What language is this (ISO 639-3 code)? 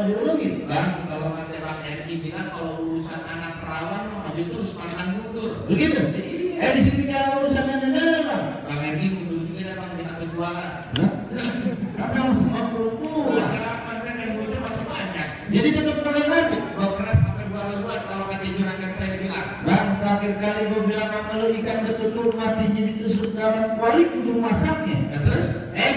bew